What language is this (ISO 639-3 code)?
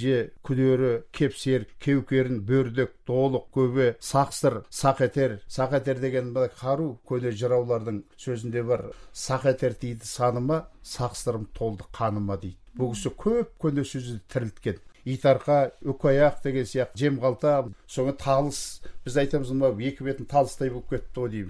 kaz